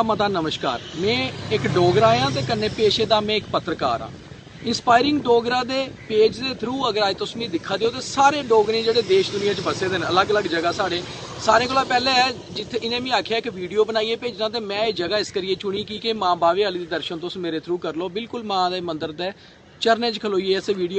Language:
Dogri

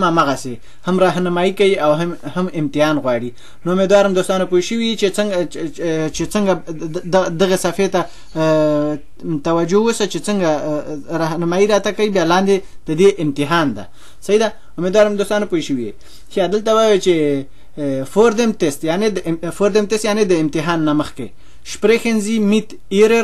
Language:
Pashto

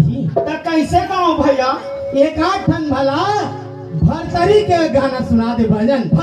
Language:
Chhattisgarhi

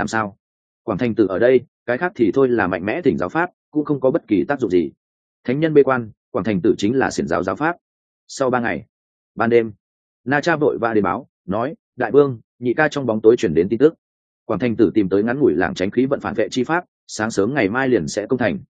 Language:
Vietnamese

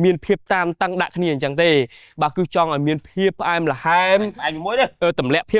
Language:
Khmer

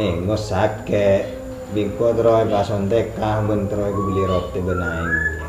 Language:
Madurese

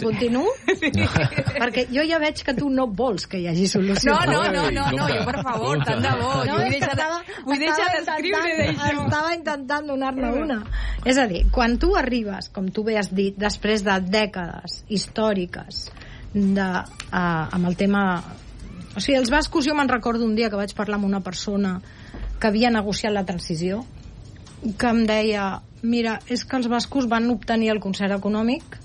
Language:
Catalan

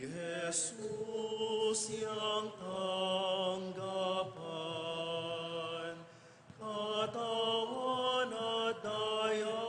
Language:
Pampanga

